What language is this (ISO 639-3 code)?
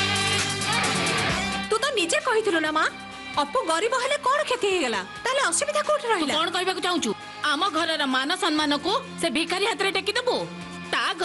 ori